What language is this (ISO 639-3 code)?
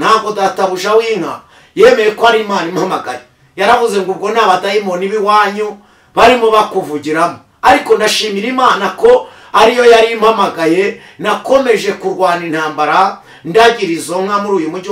kin